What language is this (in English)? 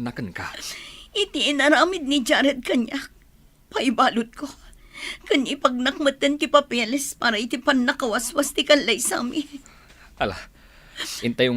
Iloko